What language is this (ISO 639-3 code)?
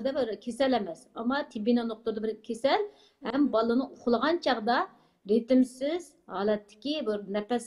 uig